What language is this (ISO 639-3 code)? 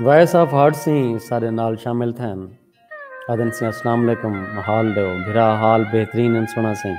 skr